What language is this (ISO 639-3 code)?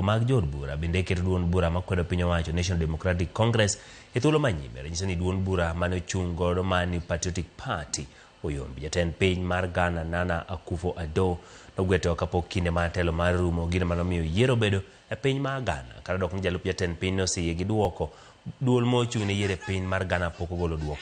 luo